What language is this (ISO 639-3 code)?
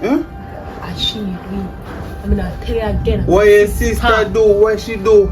jam